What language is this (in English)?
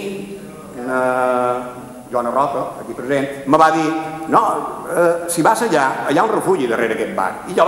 Catalan